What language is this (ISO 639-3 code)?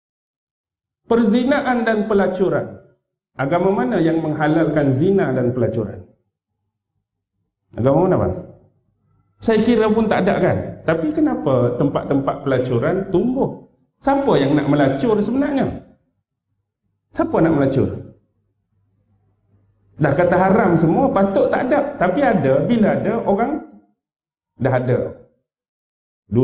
msa